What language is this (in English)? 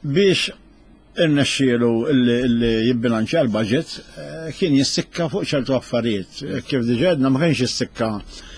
Maltese